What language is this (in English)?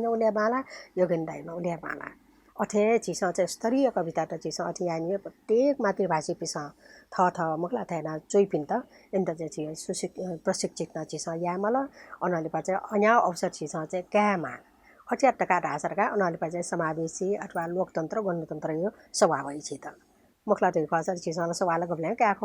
Newari